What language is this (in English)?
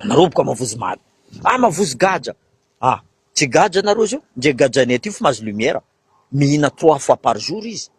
Malagasy